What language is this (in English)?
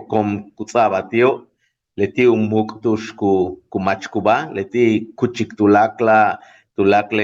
Yucateco